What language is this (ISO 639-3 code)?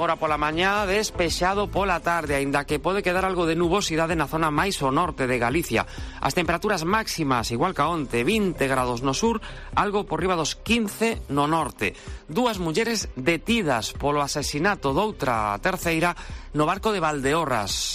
glg